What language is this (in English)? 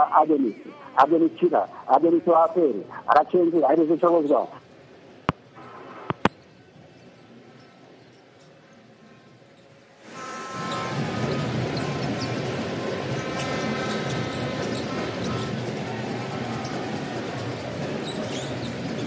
Kinyarwanda